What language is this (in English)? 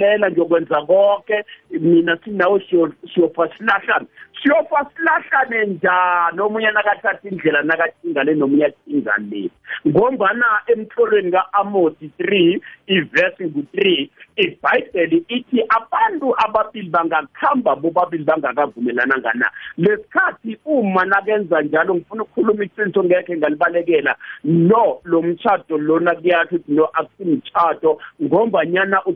South Ndebele